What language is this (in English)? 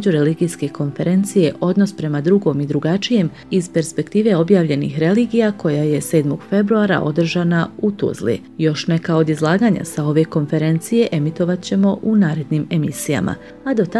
Bosnian